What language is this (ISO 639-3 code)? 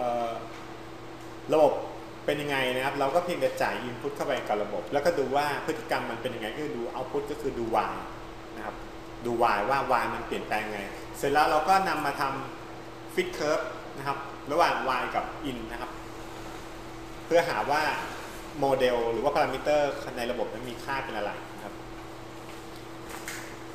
tha